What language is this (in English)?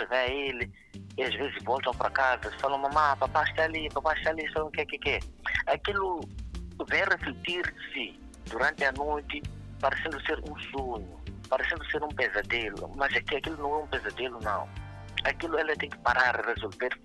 Portuguese